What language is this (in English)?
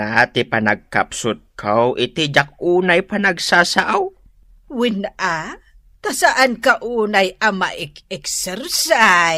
Iloko